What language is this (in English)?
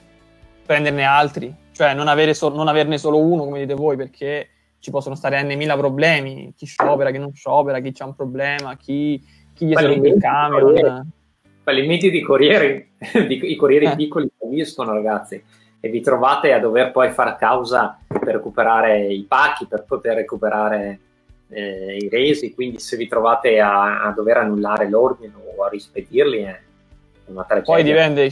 Italian